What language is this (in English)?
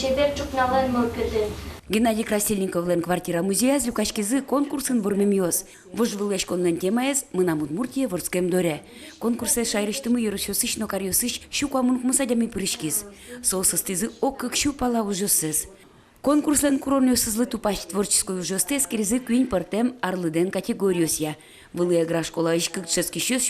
Udmurt